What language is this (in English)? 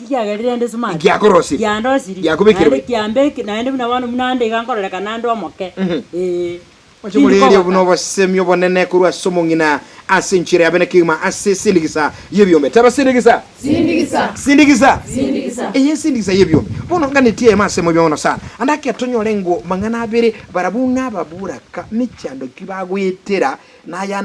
Gusii